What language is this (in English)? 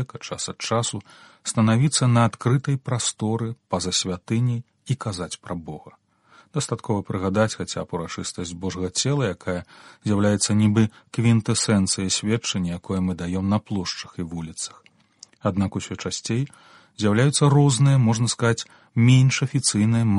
Belarusian